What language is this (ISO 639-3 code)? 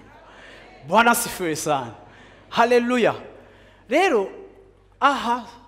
run